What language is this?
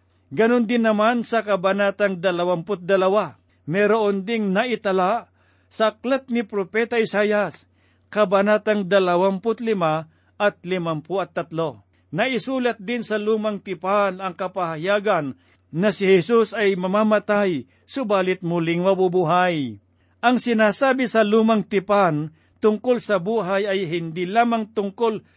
Filipino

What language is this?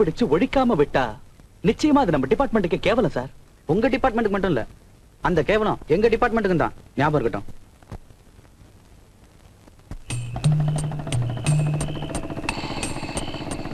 Tamil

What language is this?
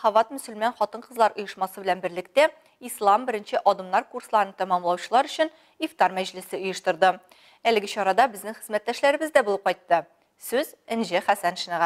Tatar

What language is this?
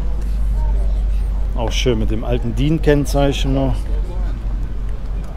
German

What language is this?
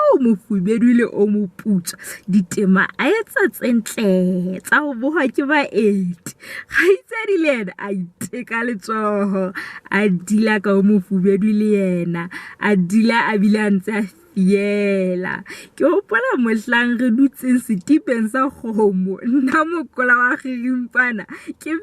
Southern Sotho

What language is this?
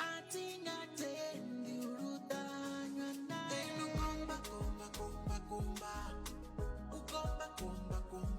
Venda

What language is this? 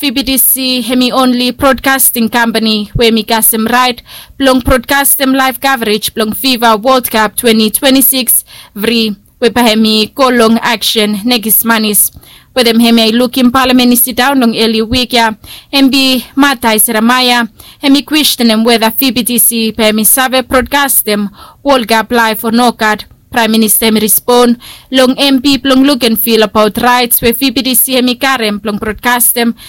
Bislama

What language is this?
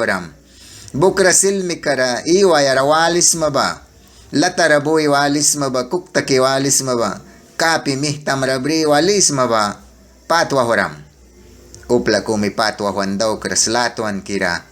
Mískito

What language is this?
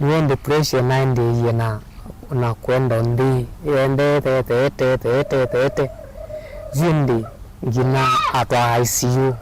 Kamba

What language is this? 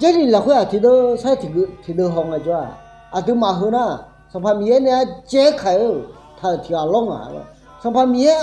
Akha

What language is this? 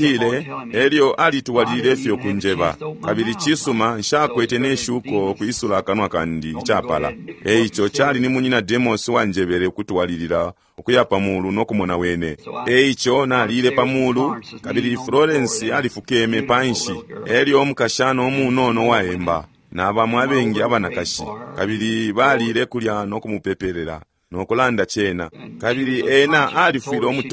Bemba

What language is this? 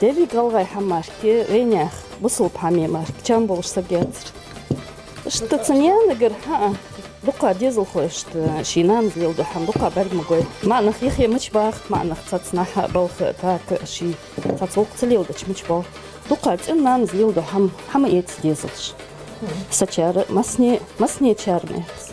Ingush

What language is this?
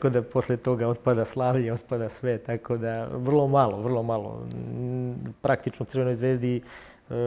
Serbian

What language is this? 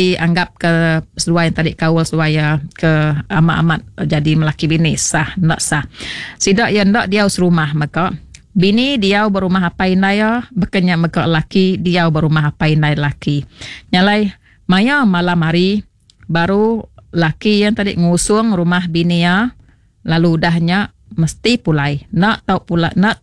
Iban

